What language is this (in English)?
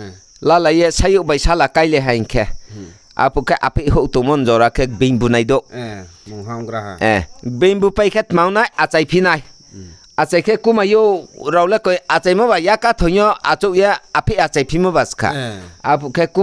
Riang (India)